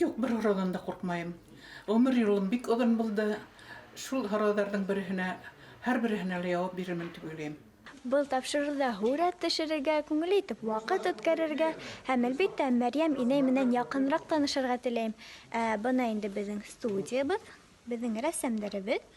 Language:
Bashkir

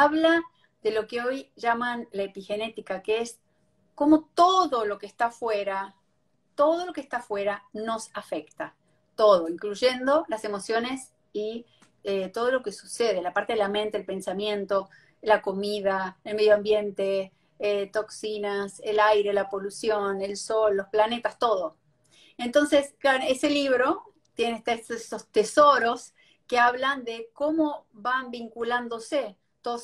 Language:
Spanish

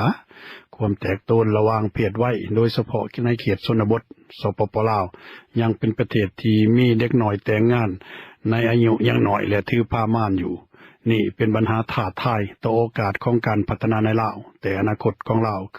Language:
Lao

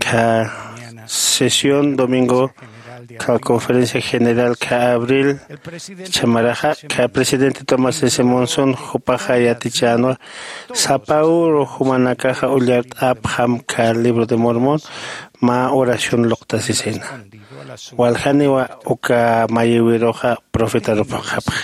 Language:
Aymara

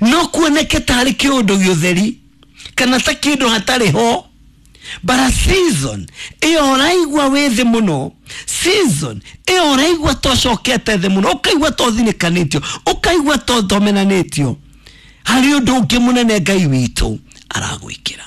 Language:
Kikuyu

